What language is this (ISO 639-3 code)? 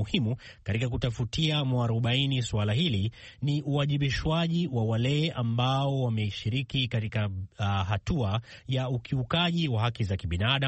swa